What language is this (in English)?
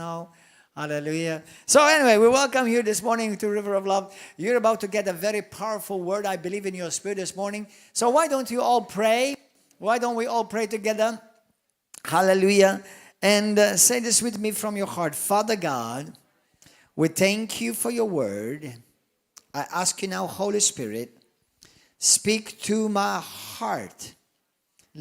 English